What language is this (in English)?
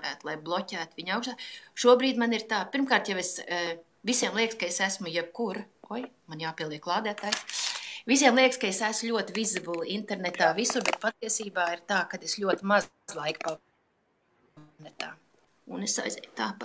Latvian